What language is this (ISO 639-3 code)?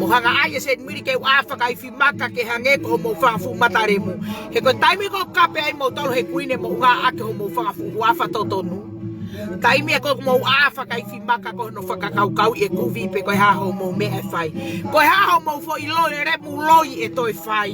ton